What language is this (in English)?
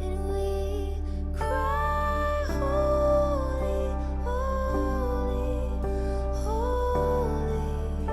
Morisyen